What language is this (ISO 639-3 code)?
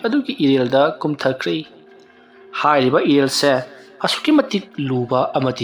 mni